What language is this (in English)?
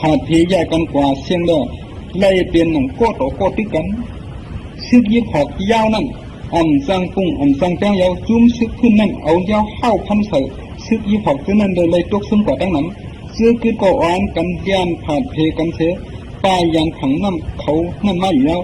Shan